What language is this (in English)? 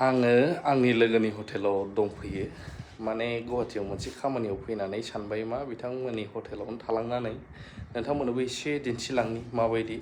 Bodo